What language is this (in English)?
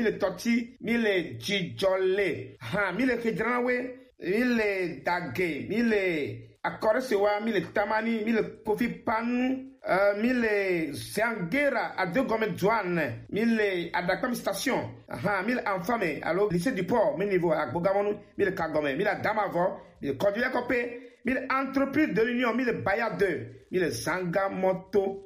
Gen